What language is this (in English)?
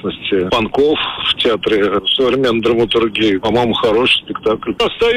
Russian